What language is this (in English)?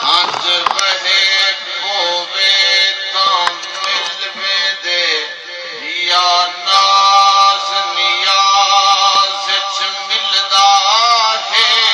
Saraiki